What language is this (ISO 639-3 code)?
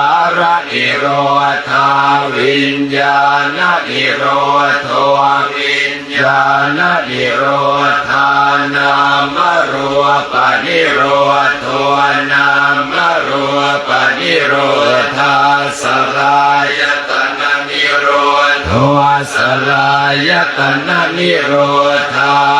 pli